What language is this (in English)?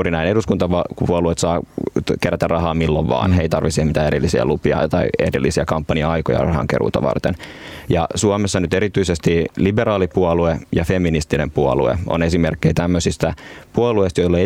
Finnish